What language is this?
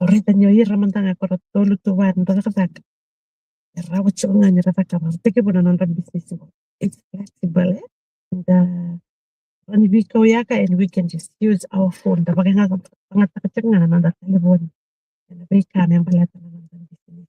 Fijian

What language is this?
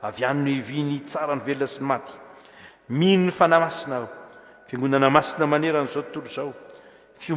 Malagasy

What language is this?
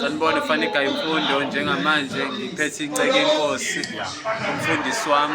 Zulu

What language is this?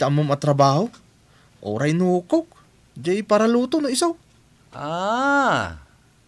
Iloko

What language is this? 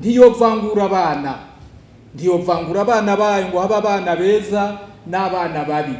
Rundi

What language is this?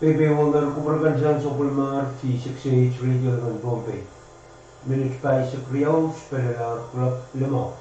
Pohnpeian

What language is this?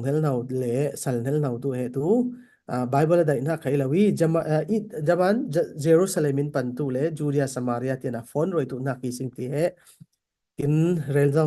Falam Chin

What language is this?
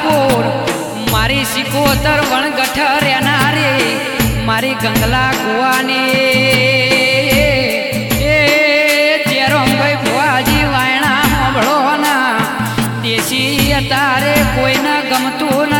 Gujarati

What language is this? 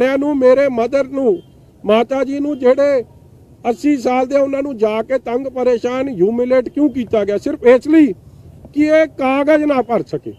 Punjabi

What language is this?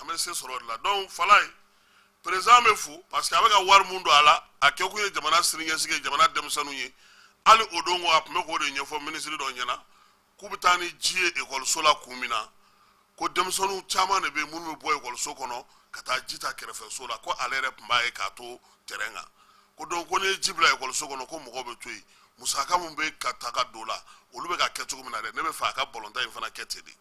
Bambara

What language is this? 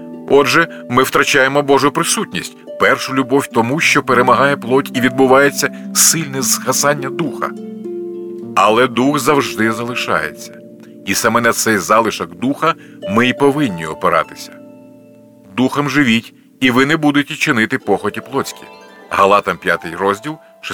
Ukrainian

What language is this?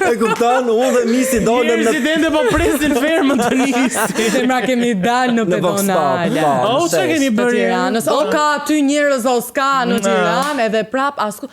Albanian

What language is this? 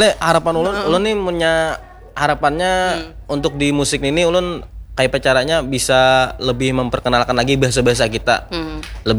Banjar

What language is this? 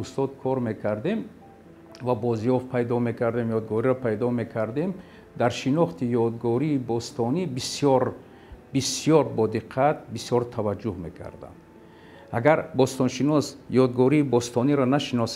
Tajik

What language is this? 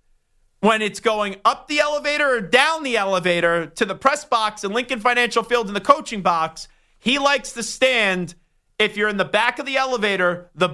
English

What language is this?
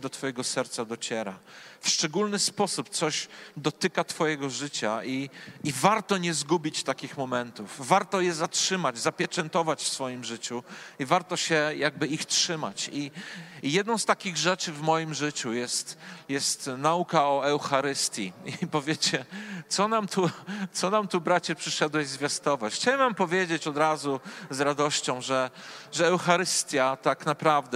Polish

